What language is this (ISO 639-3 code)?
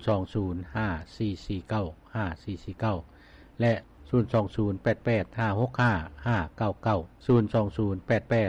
lao